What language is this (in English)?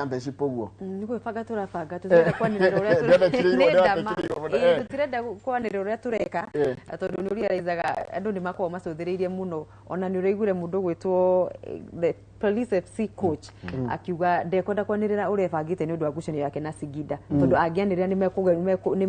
Kikuyu